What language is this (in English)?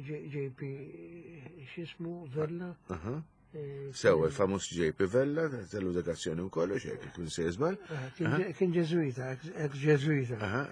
Maltese